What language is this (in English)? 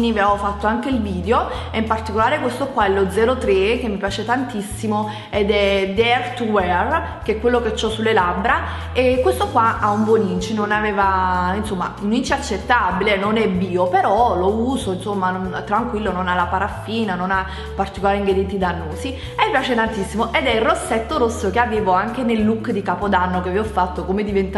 Italian